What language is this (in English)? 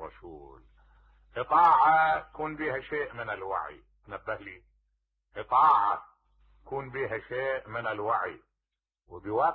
Mesopotamian Arabic